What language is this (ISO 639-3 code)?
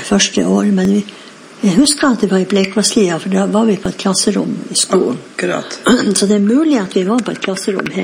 nor